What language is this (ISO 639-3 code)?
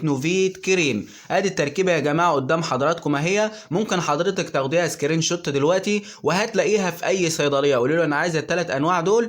arz